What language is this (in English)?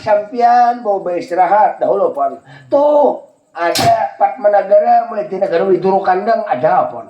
Banjar